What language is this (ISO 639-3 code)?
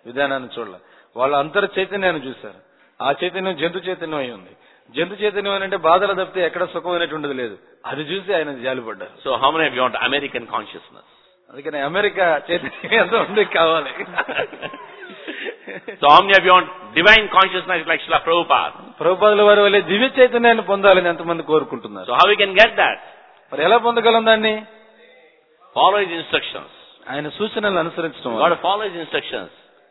tel